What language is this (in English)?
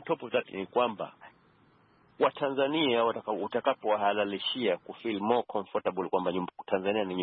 Swahili